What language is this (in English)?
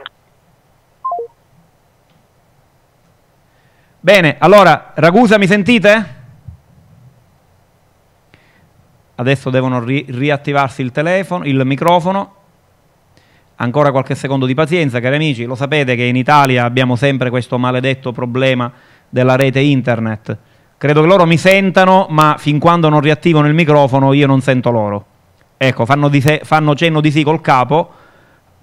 Italian